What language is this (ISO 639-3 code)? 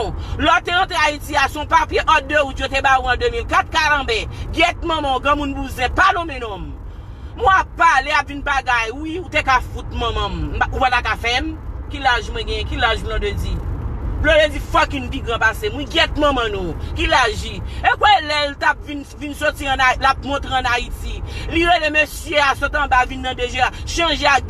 hat